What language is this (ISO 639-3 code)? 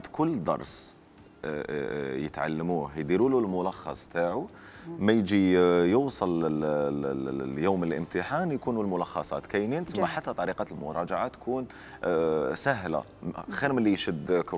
arq